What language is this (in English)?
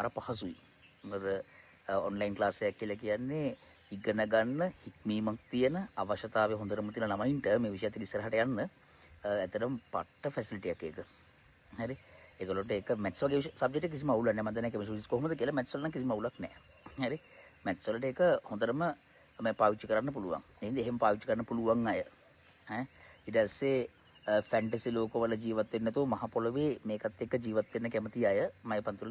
Sinhala